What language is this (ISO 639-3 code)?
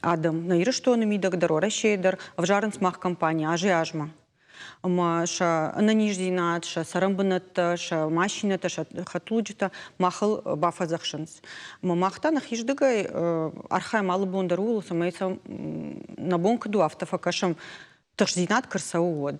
oss